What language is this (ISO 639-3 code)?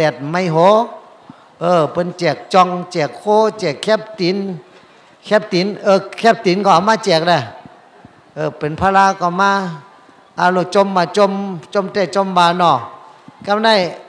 shn